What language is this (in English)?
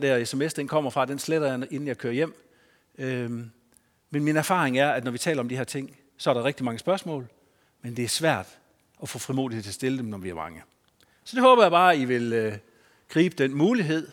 Danish